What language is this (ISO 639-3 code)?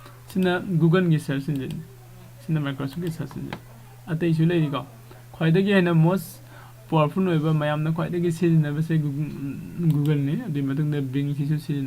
mni